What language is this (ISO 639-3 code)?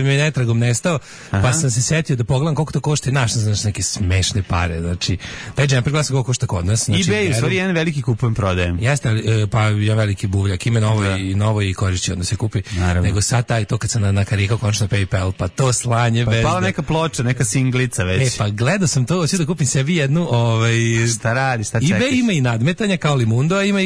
srp